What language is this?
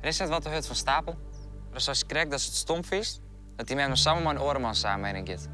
Western Frisian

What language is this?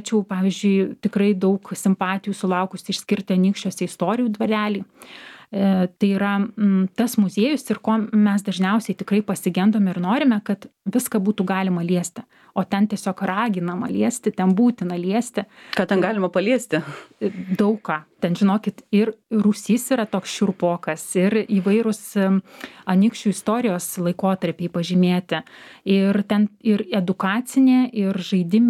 Lithuanian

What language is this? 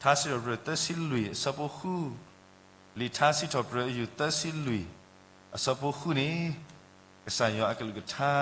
S'gaw Karen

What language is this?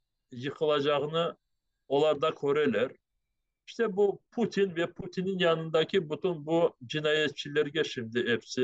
Crimean Tatar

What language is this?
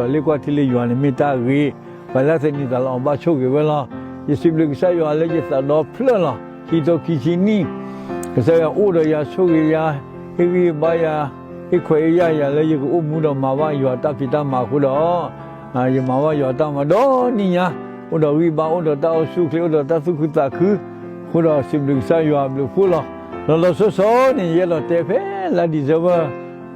S'gaw Karen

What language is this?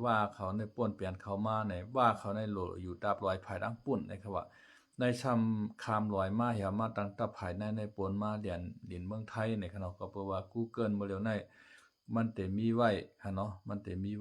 Shan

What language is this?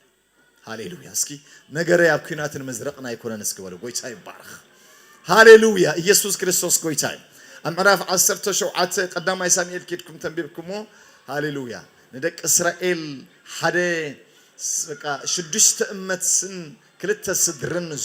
Tigrinya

